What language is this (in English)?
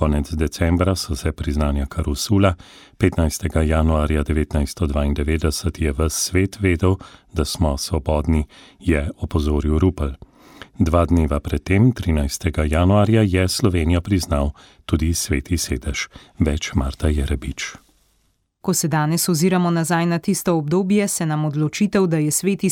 Slovenian